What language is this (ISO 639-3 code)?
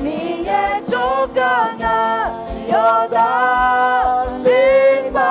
ahk